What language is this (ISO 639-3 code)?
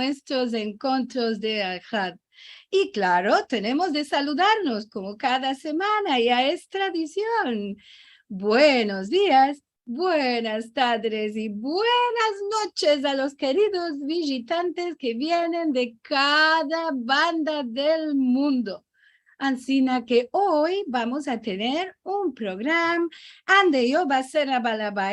lad